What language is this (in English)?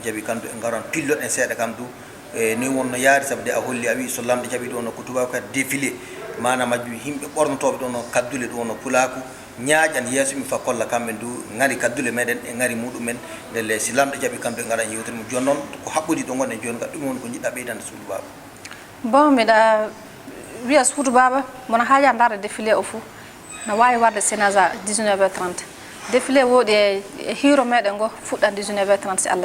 Fula